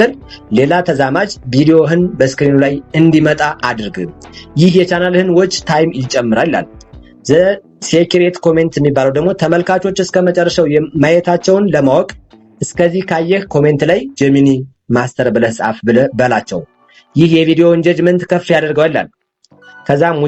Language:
Amharic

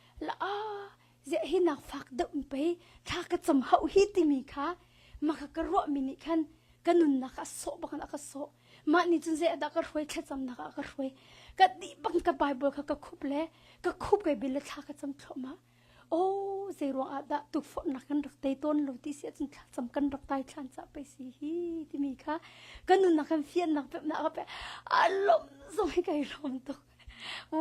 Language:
Hakha Chin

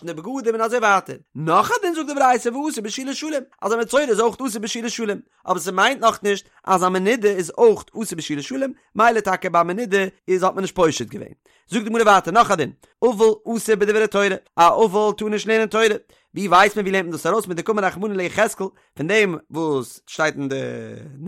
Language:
Yiddish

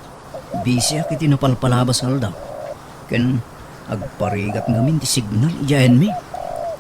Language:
Iloko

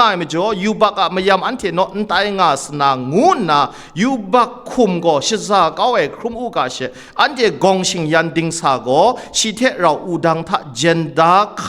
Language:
Kachin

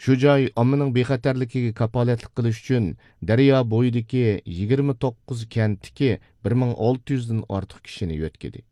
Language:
Uyghur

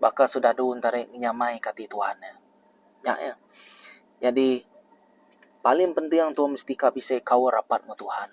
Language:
Iban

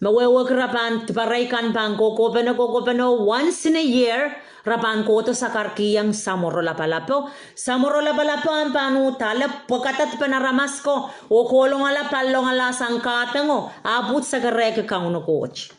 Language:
Pohnpeian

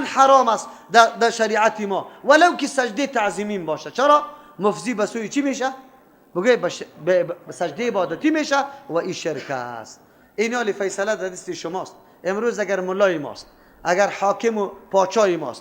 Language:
Persian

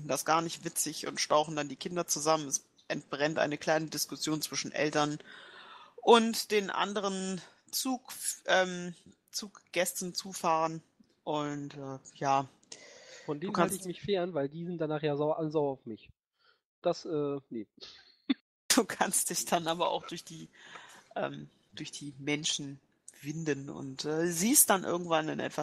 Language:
German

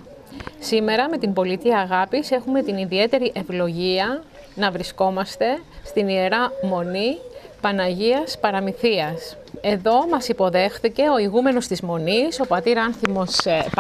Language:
Greek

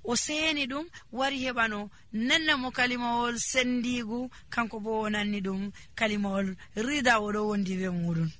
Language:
Nigerian Fulfulde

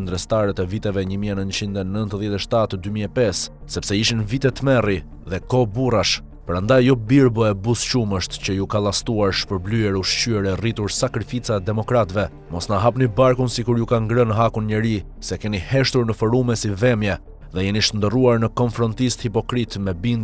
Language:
Albanian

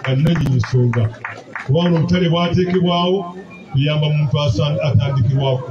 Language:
Ganda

